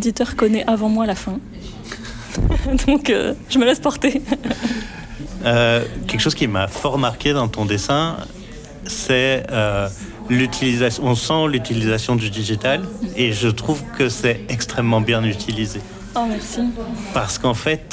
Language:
French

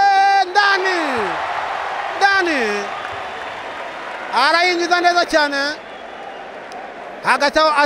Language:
Kinyarwanda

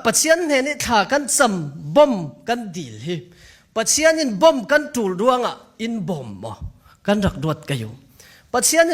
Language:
Falam Chin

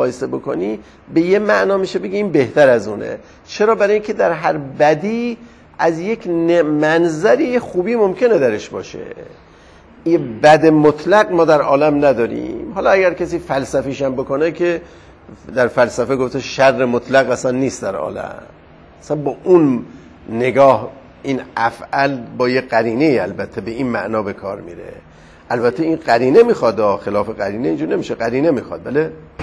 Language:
Persian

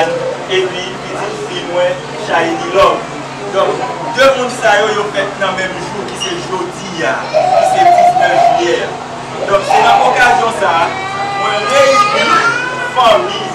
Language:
Haitian Creole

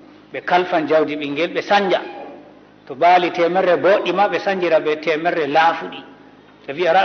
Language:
Fula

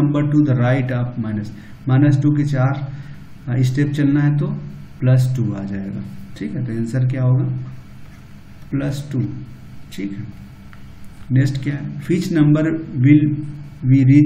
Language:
Hindi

